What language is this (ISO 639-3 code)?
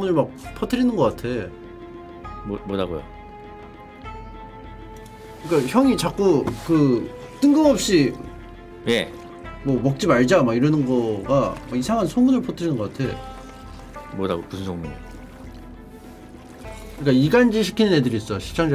kor